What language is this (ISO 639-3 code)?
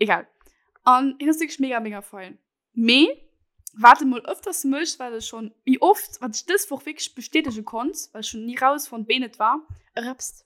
ltz